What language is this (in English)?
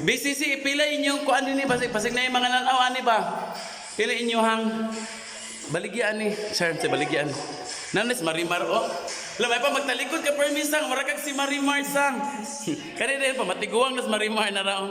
Cebuano